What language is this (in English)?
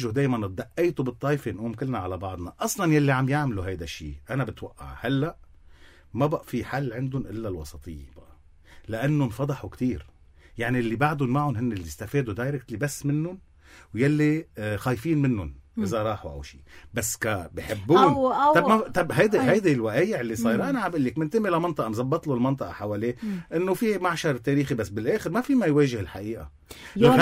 North Levantine Arabic